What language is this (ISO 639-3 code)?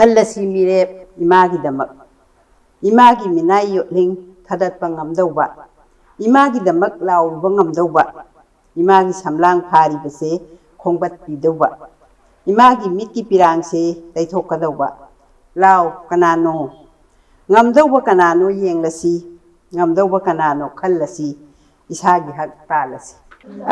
mni